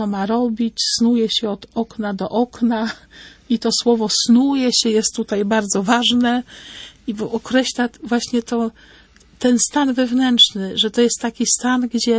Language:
Polish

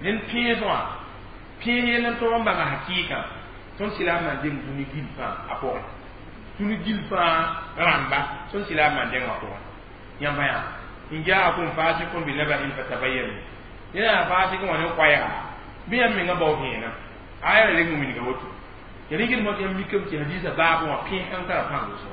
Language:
Mossi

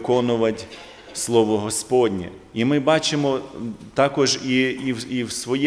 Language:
Ukrainian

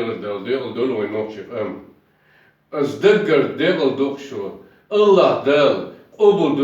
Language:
Chechen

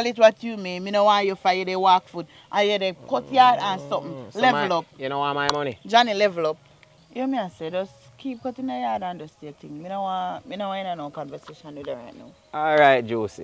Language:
Jamaican Creole English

